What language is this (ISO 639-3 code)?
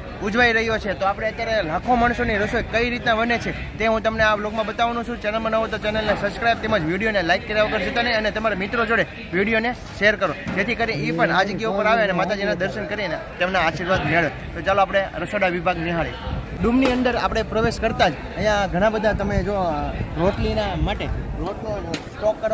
guj